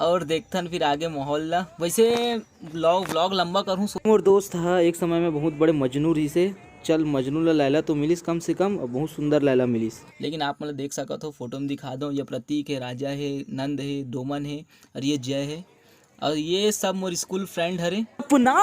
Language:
Chhattisgarhi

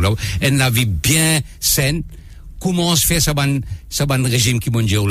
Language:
Morisyen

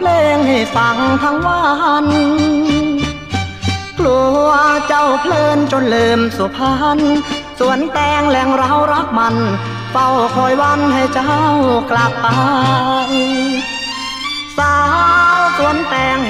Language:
Thai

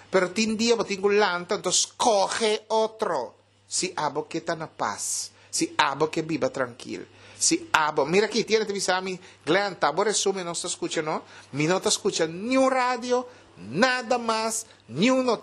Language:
Papiamento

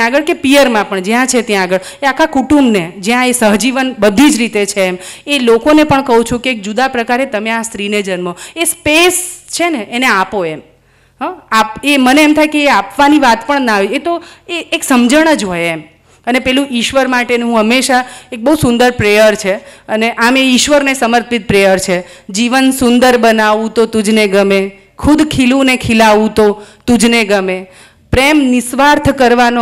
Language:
Gujarati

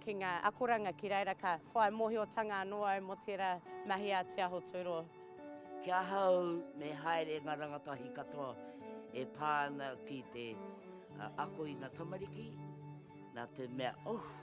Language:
Māori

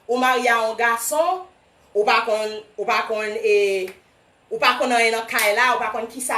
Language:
Haitian Creole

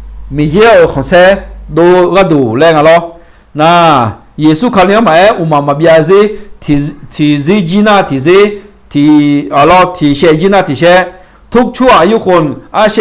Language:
Akha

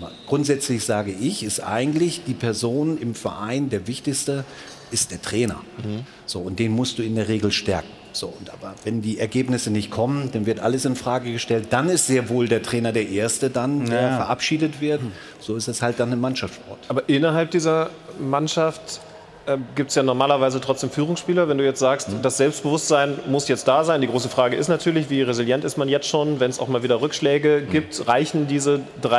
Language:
German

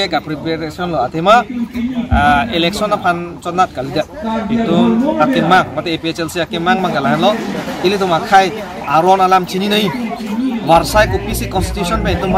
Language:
Karbi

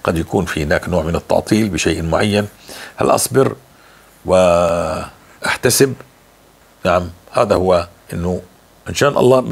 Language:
North Levantine Arabic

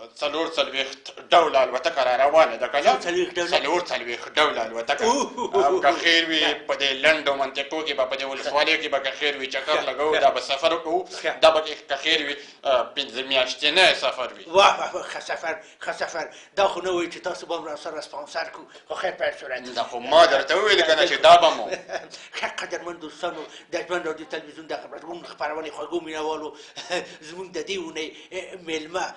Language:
Pashto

